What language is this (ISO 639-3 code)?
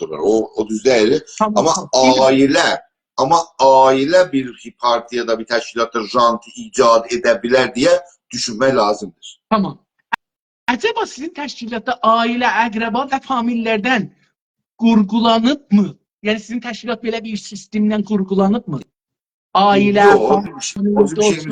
azb